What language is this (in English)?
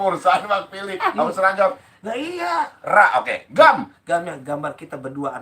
Betawi